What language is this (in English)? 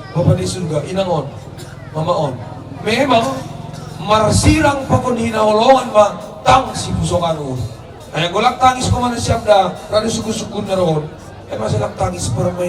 Batak Simalungun